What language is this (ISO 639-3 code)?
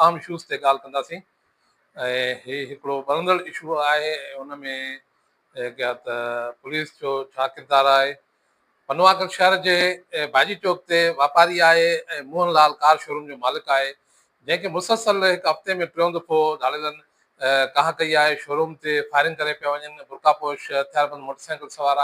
snd